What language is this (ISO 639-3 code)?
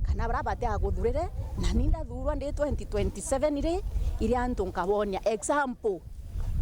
mer